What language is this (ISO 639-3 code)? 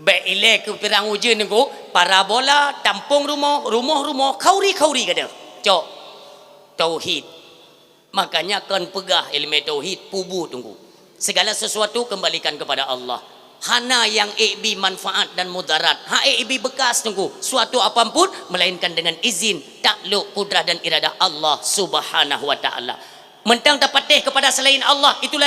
ace